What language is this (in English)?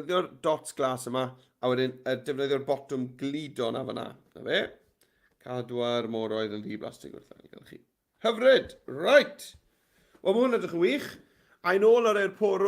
Welsh